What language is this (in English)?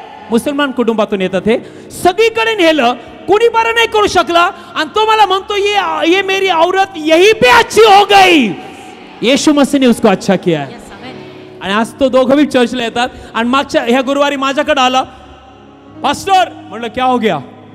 Marathi